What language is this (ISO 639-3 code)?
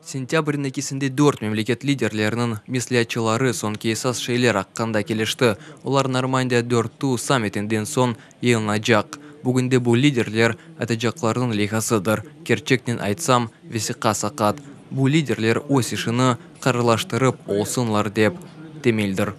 crh